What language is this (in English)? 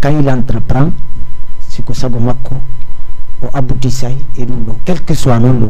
Fula